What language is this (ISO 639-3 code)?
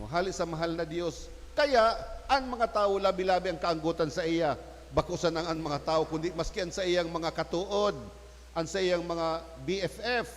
bik